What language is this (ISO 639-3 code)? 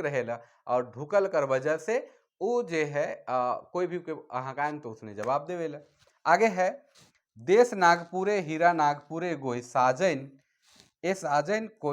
sck